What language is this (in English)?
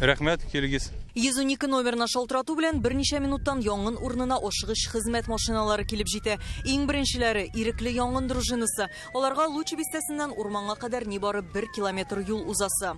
Tatar